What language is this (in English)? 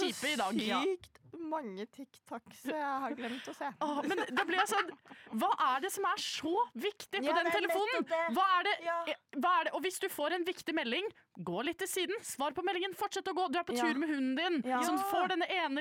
Norwegian